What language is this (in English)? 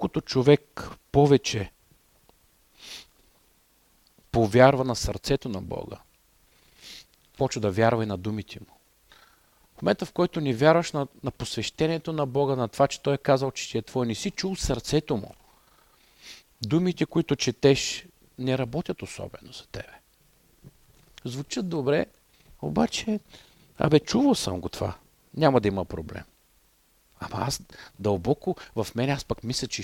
Bulgarian